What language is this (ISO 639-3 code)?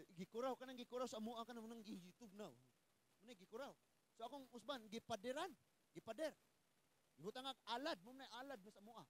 ceb